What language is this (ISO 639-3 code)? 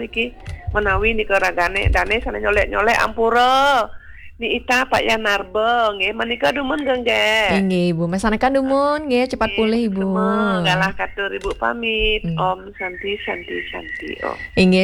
ban